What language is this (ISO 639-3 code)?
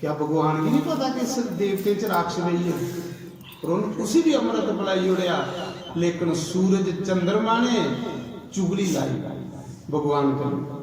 doi